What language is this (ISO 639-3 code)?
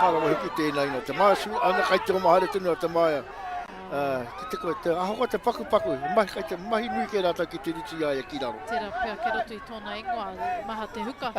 mri